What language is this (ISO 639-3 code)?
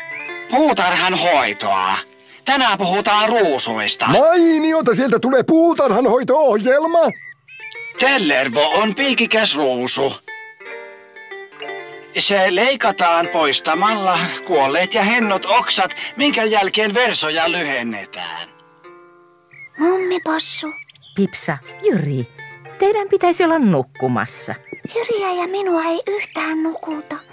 fin